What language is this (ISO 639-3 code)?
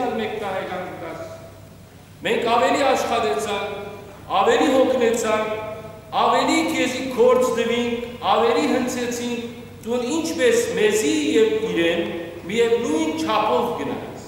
hyw